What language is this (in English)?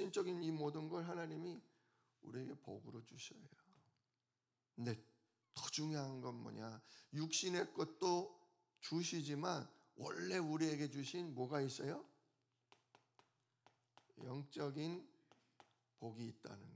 Korean